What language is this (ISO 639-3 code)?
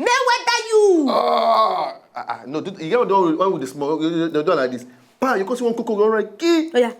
pcm